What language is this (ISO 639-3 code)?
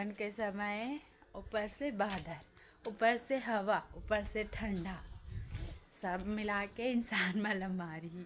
hne